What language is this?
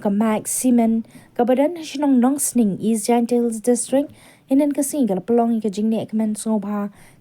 Khasi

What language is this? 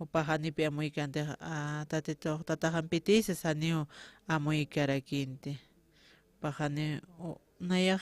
Aymara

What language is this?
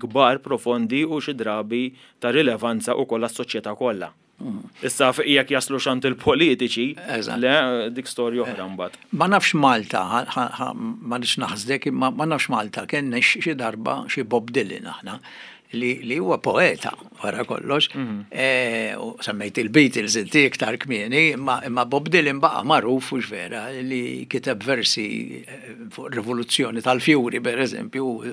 Maltese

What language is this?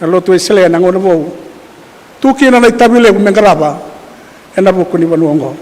Fijian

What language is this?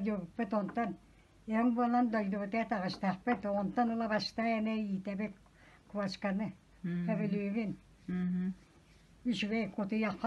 Yakut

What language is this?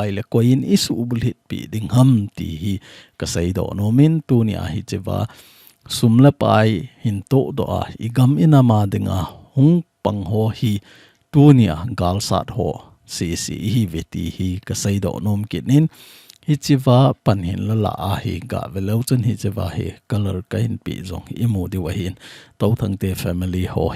Thado Chin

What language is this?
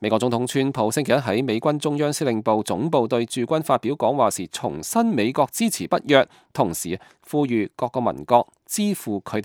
Cantonese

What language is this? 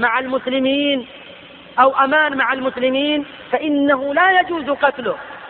Arabic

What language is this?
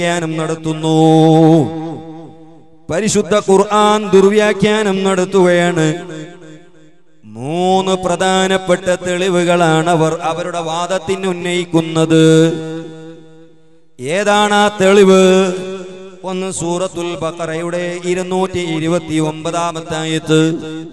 Malayalam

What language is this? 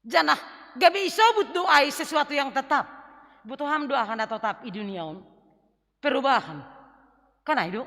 Batak Simalungun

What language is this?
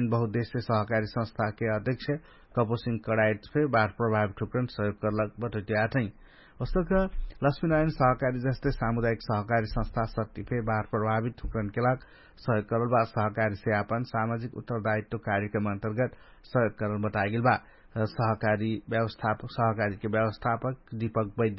Dangaura Tharu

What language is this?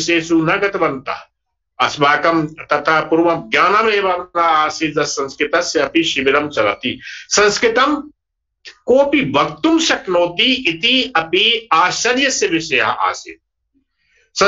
Sanskrit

